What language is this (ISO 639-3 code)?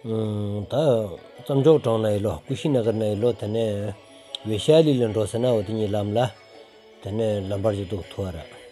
sbu